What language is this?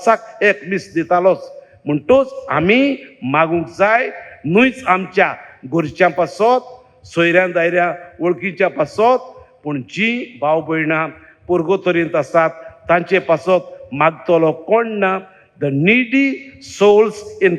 Konkani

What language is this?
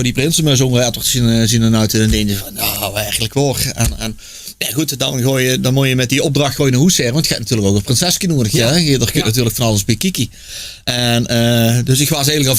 Limburgish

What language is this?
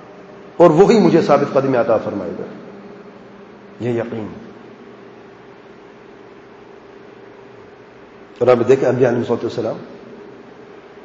Urdu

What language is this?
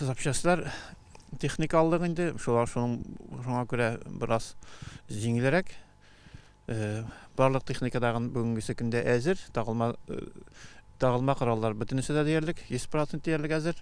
Tatar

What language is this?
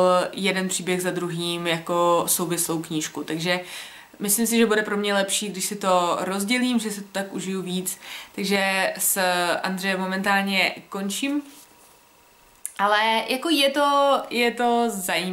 Czech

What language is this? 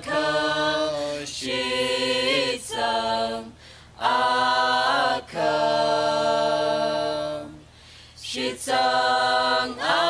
Tangkhul Naga (India)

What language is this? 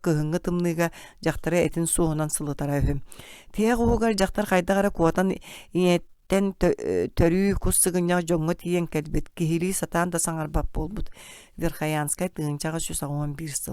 Yakut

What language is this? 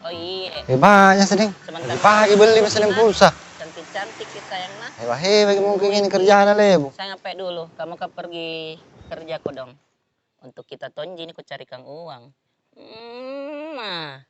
Makassar Malay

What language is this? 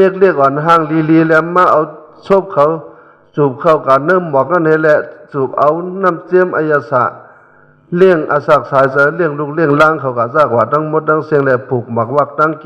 Shan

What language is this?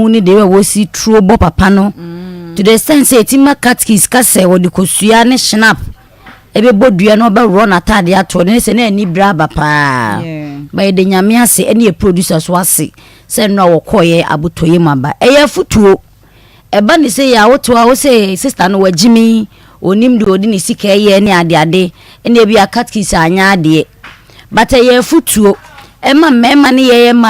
Akan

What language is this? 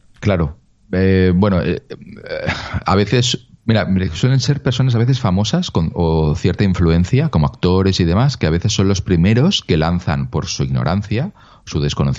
Spanish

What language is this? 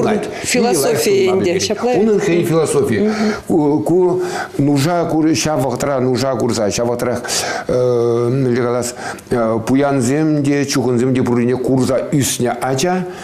Chuvash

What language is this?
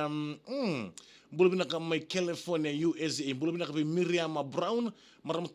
Fijian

